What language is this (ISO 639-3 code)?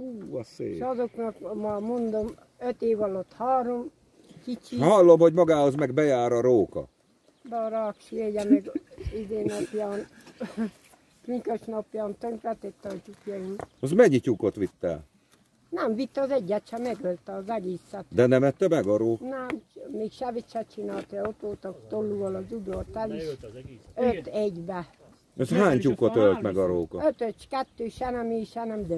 hun